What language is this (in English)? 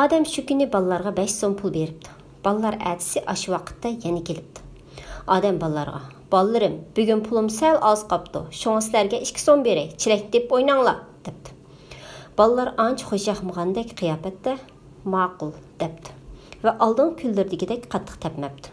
Uyghur